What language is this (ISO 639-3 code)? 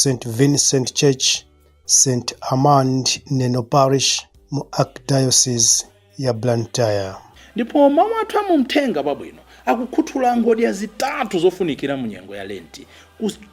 nya